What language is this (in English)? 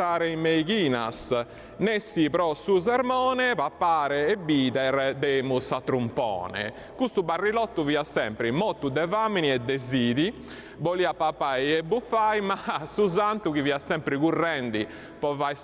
Sardinian